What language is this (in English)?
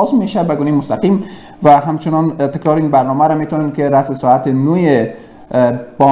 Persian